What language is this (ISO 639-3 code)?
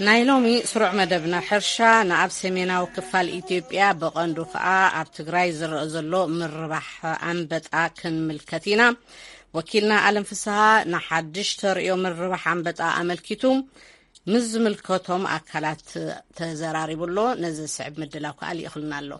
tir